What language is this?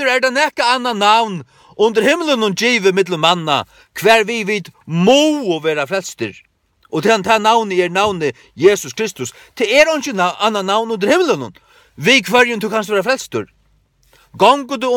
Faroese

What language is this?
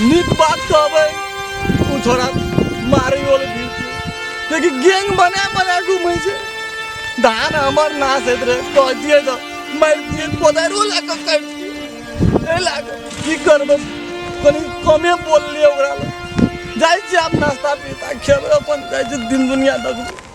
Maithili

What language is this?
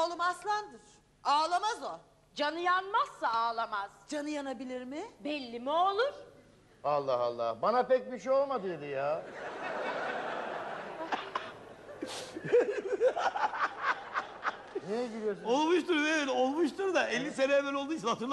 Turkish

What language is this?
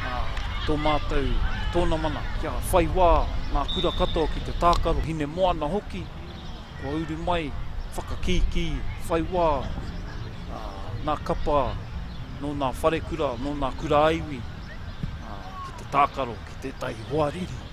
Māori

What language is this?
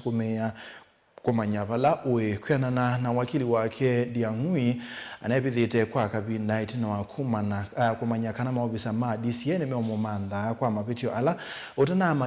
Kamba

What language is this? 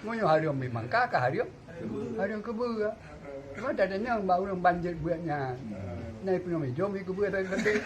Achinese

